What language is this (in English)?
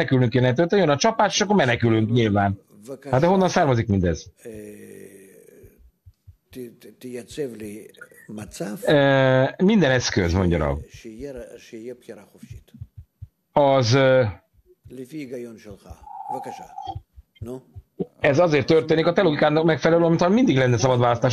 Hungarian